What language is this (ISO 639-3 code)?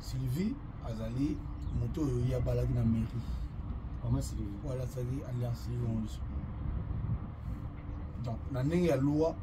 lin